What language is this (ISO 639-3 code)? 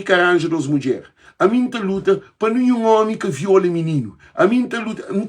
kea